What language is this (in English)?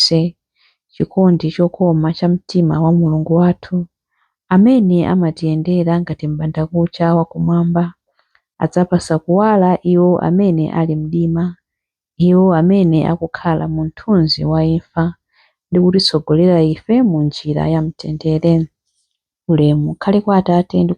Nyanja